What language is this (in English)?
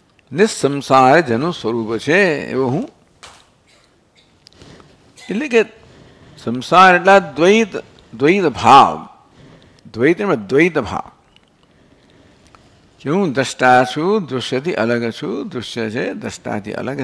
Gujarati